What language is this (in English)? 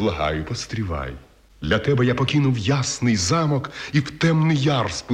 Ukrainian